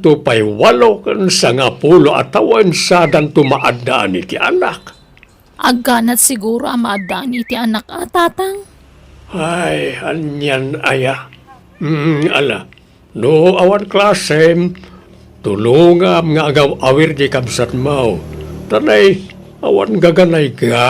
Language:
Iloko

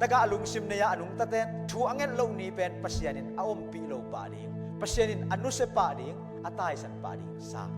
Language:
Tedim Chin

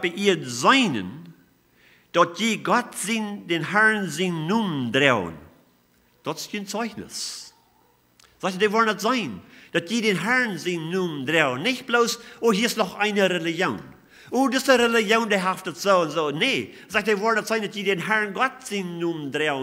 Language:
Plautdietsch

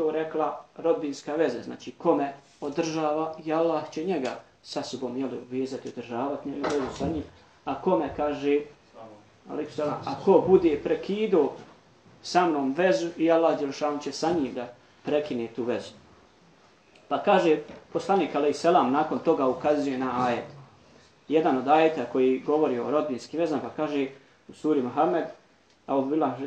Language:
Bosnian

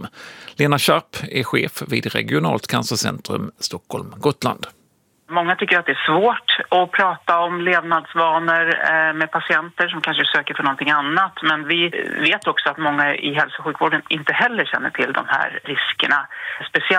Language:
Swedish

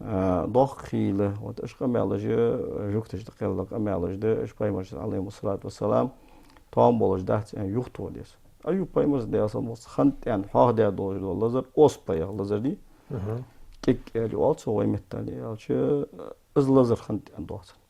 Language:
Ingush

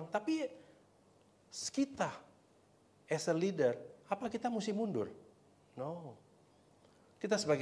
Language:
Indonesian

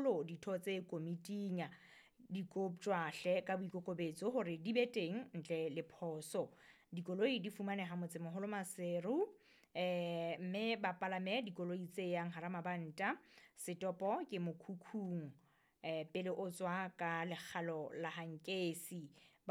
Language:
Southern Sotho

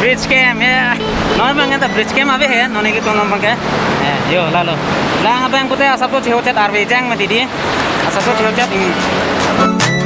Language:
Karbi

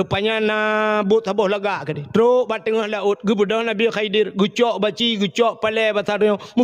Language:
Achinese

